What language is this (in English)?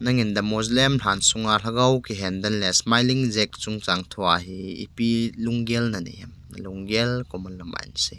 Thado Chin